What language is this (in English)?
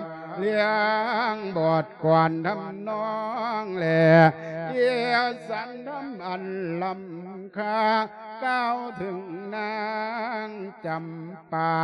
Lao